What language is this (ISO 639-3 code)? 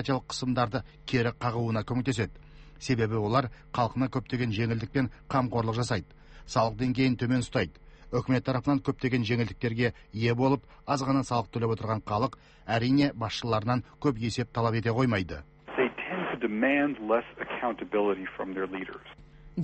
kaz